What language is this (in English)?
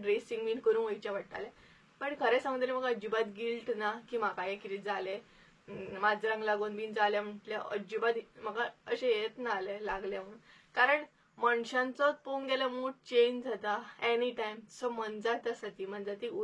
Konkani